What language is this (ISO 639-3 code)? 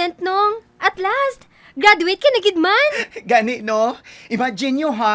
hil